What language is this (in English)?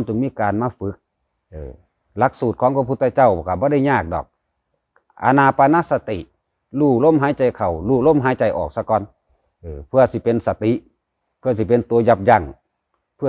Northeastern Thai